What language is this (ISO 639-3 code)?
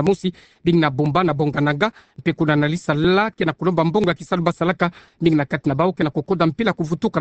ktu